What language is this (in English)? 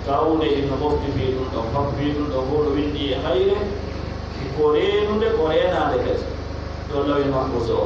Pular